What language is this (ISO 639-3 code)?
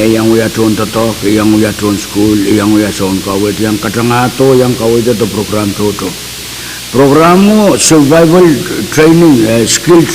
pon